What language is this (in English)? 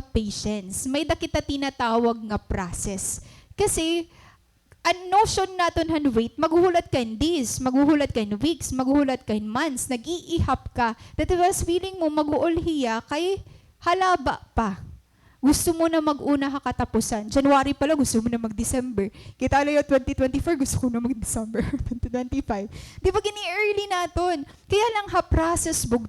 Waray